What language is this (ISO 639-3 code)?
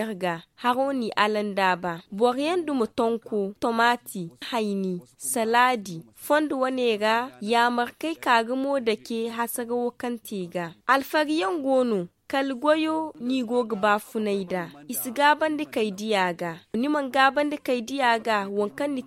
dje